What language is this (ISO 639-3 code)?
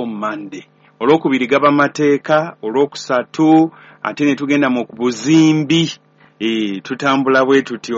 lug